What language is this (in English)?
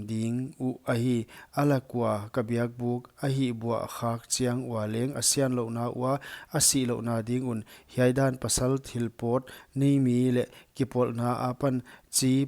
Paite Chin